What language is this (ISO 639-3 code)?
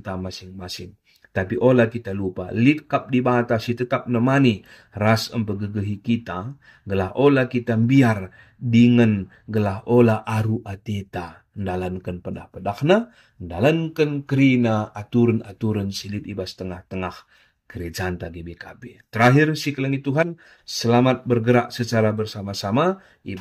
btx